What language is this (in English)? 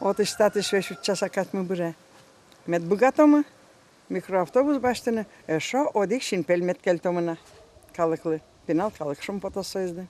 Udmurt